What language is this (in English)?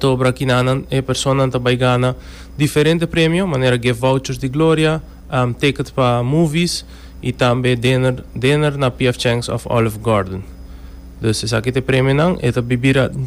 Papiamento